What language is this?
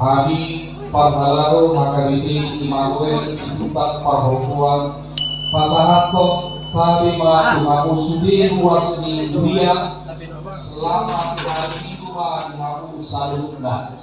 Batak Toba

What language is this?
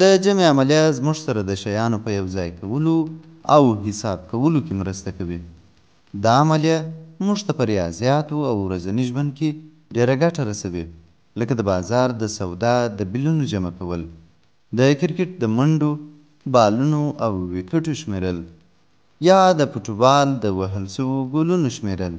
Pashto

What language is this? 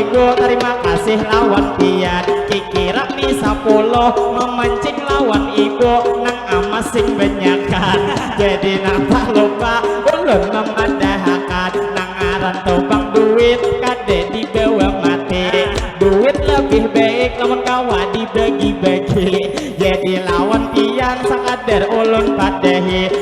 Banjar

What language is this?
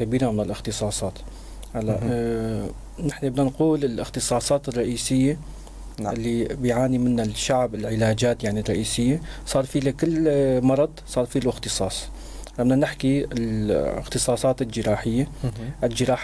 North Levantine Arabic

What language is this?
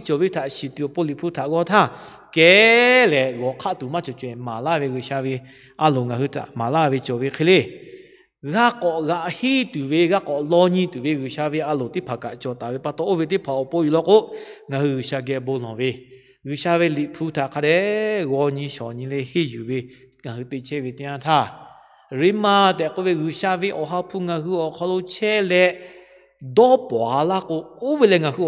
Lahu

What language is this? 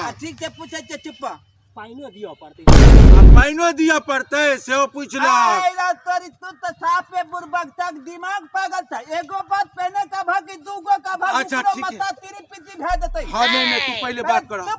Maithili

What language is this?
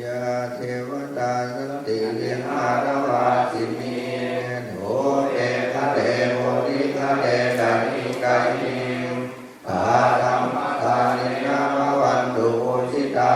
Pali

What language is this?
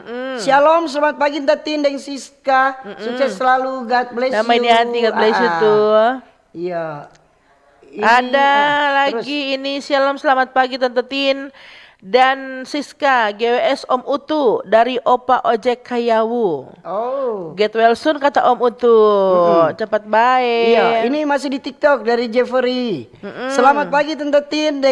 Manado Malay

